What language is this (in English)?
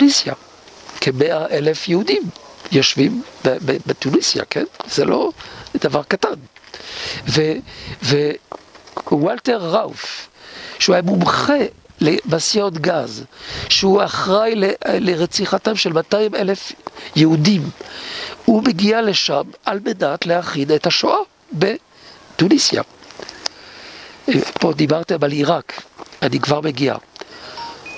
Hebrew